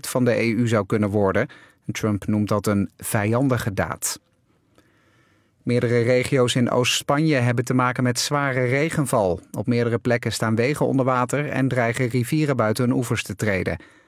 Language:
Dutch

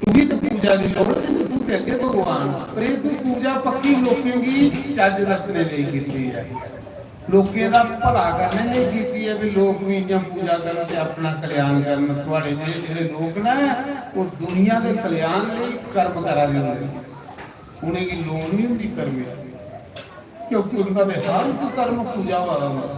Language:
Dogri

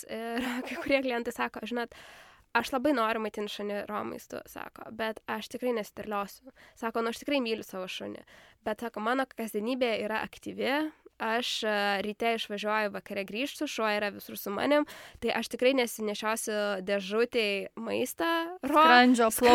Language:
Lithuanian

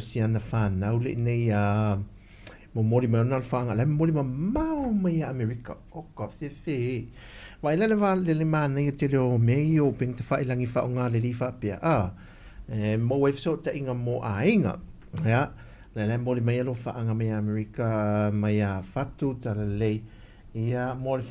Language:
Samoan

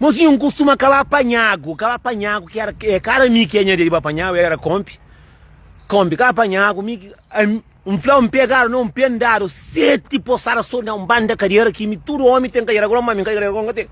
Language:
Kabuverdianu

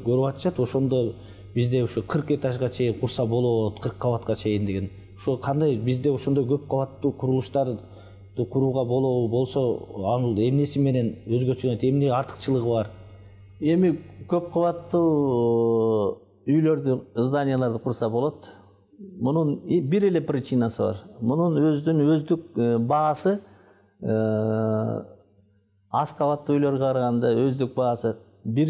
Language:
Kyrgyz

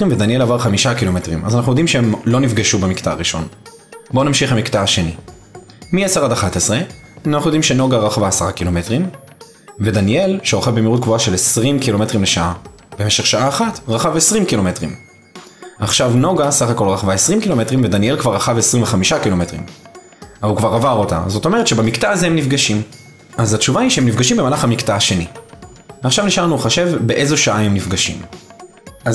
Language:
Hebrew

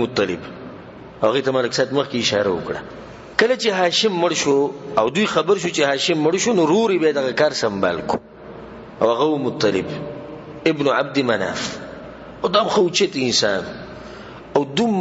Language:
Pashto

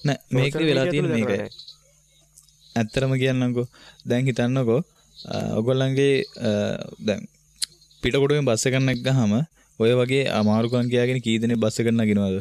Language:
Sinhala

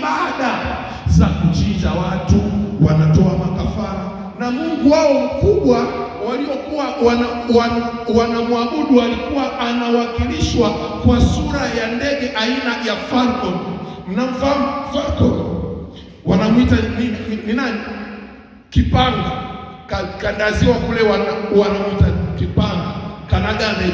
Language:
Swahili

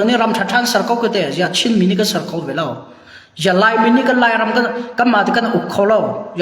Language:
Hakha Chin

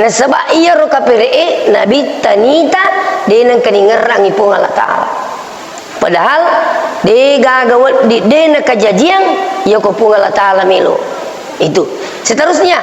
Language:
Buginese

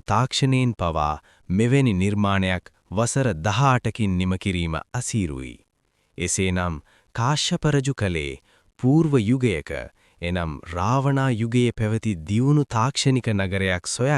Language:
Sinhala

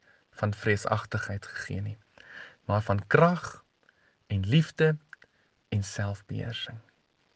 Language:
Afrikaans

